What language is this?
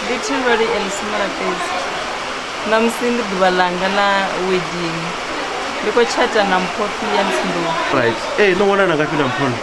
Venda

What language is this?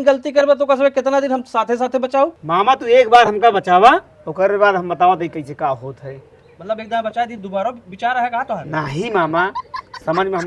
Awadhi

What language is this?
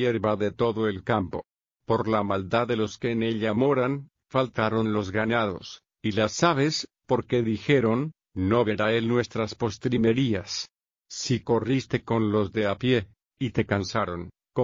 Spanish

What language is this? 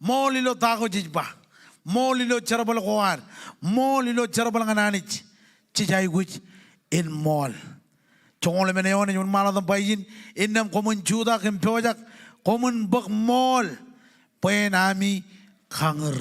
Marshallese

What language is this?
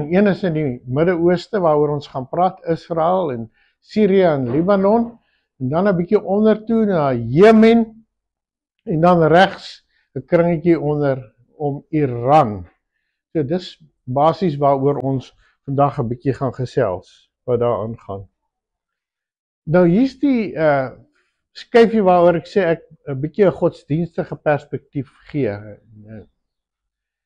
Afrikaans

